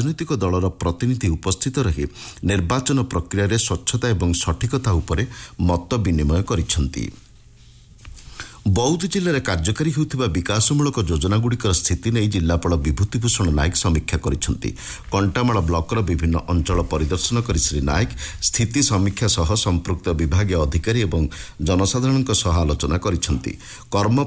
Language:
Odia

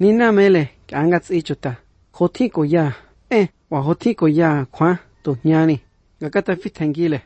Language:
Basque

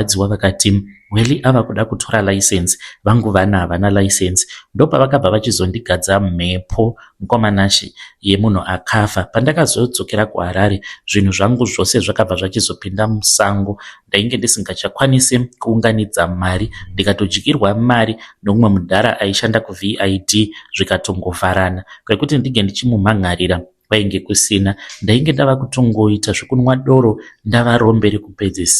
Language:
Shona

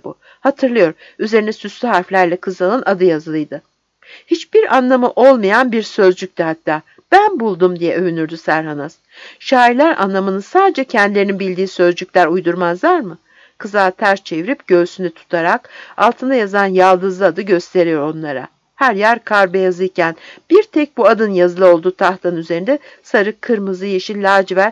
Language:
Turkish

